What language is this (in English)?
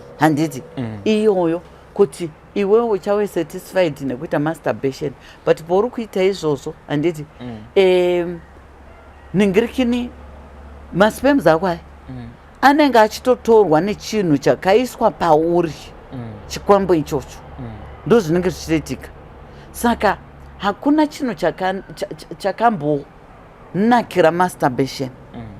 Shona